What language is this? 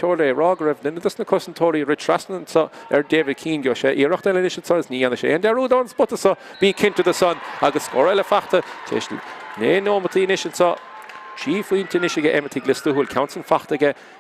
Irish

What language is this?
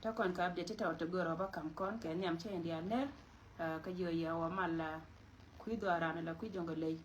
Nuer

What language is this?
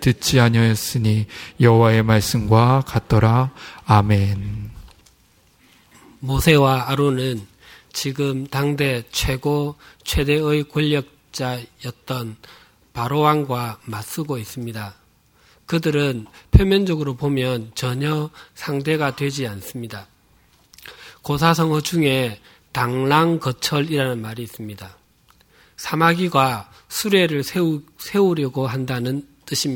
Korean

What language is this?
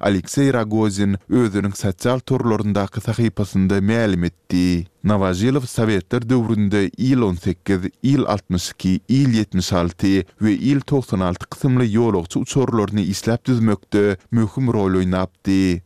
Turkmen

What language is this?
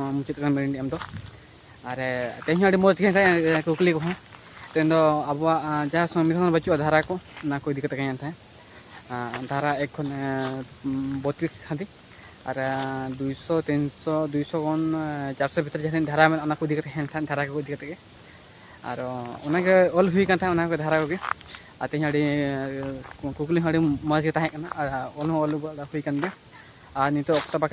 Santali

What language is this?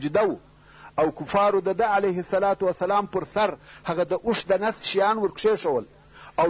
Pashto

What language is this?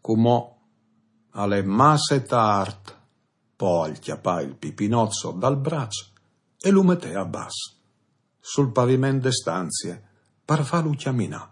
Friulian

